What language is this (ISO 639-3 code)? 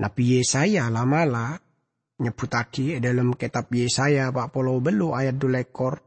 mad